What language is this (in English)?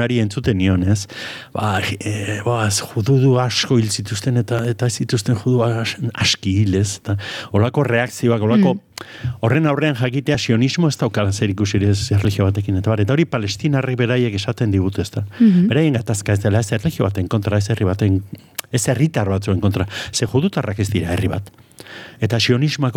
Basque